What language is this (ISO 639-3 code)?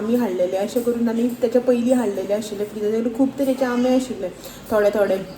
kok